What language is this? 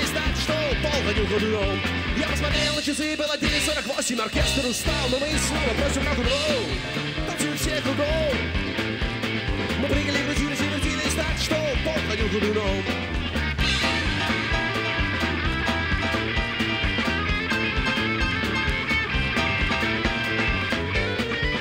Russian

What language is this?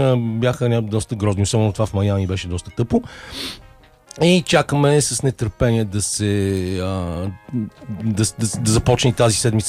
Bulgarian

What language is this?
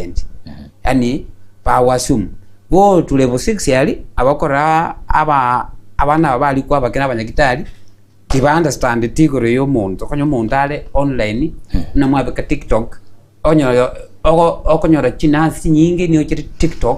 Gusii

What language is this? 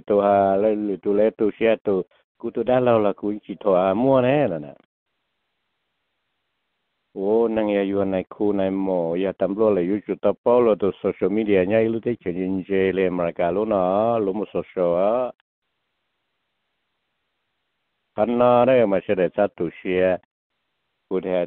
Vietnamese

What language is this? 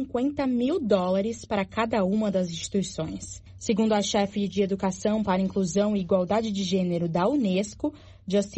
Portuguese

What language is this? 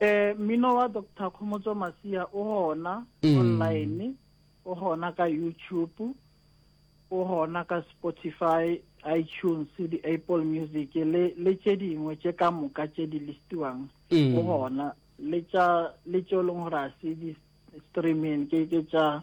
Northern Sotho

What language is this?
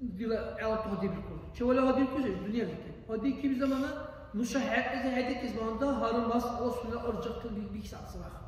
Dargwa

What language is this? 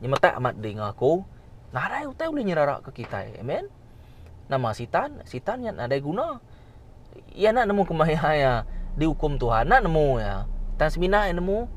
Iban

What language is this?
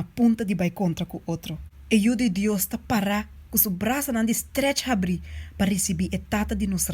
Papiamento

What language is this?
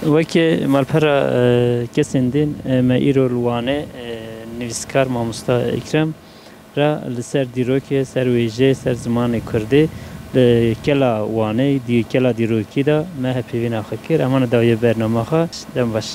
Kurdish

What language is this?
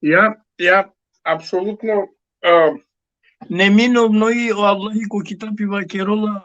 Balkan Romani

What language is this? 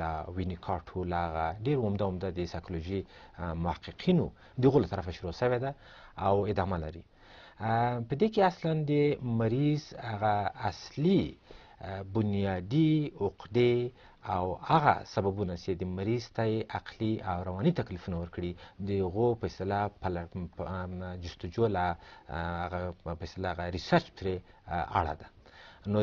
Pashto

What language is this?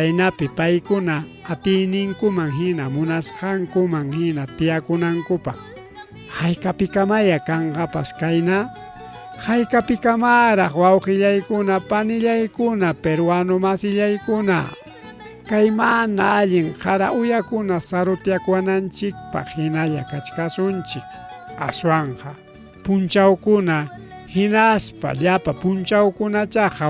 Ayacucho Quechua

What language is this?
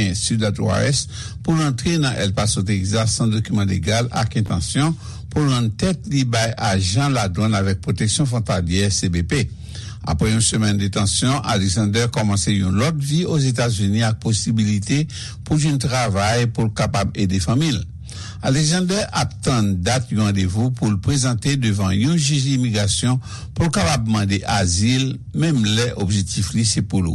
Haitian Creole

